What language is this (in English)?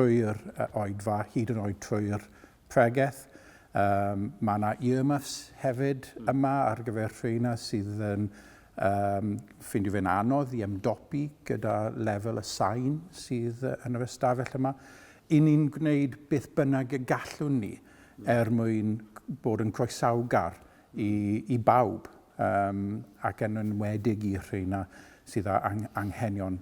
Welsh